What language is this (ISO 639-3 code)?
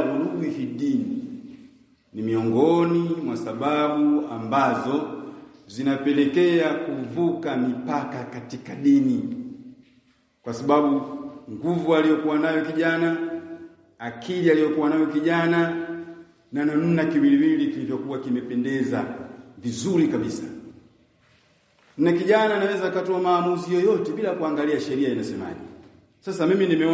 swa